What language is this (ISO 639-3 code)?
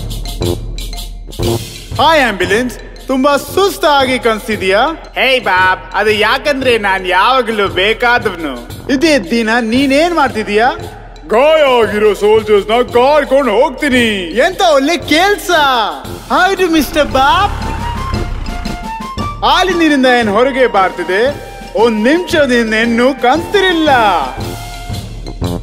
kan